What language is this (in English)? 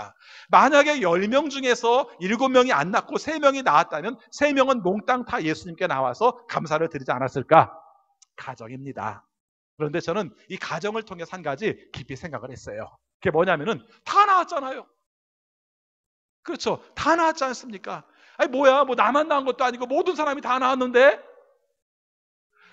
Korean